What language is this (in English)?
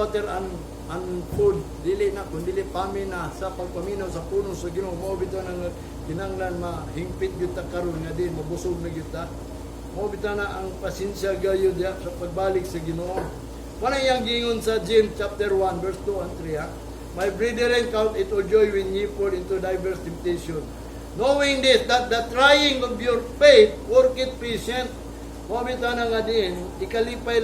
Cebuano